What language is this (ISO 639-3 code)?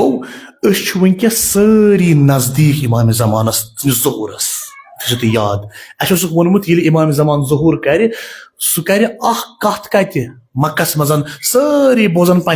kas